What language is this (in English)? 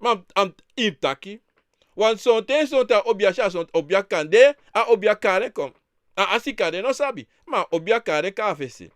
Sranan Tongo